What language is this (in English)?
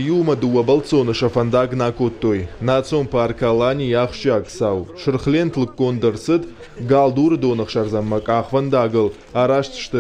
Ossetic